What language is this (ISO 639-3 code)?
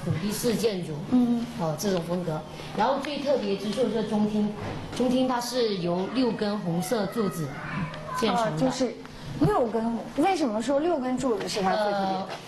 zho